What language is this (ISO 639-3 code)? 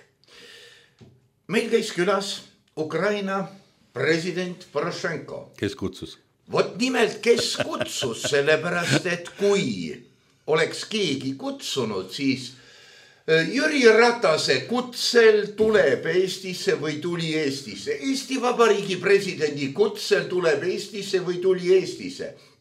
est